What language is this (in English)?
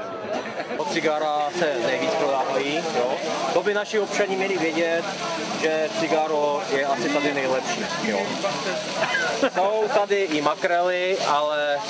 Czech